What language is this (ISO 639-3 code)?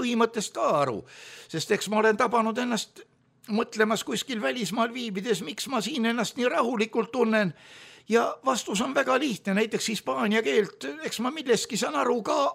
est